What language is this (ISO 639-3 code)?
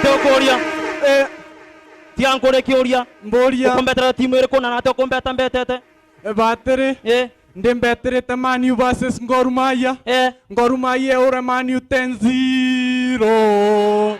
mer